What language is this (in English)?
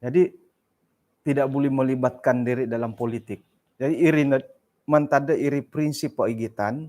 Central Dusun